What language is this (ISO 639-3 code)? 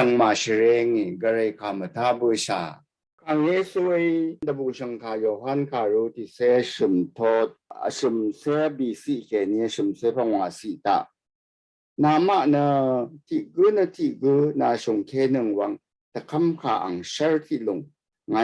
raw